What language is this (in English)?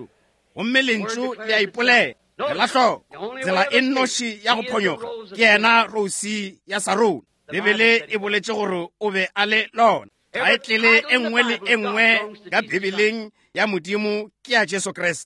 Northern Sotho